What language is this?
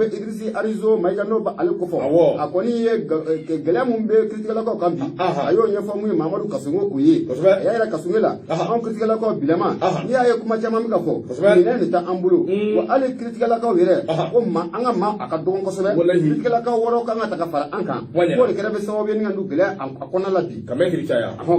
Bambara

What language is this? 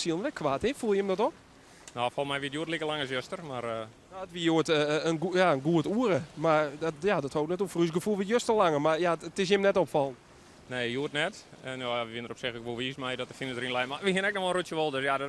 Western Frisian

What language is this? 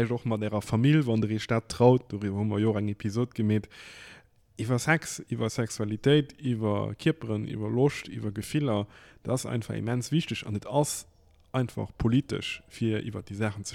Luxembourgish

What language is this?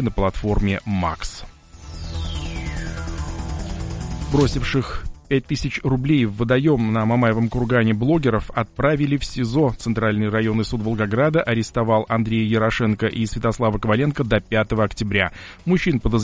Russian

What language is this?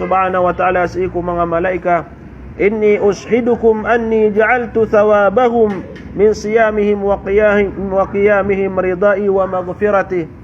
Maranao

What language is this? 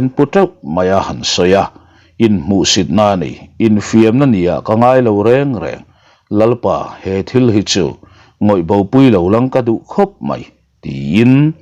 Mizo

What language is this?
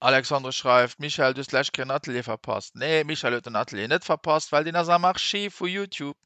Luxembourgish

